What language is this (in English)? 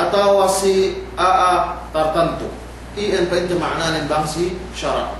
Yakan